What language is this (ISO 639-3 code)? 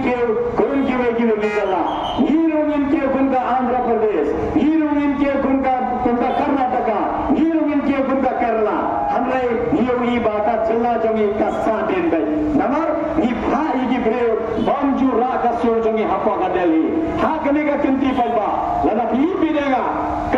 kha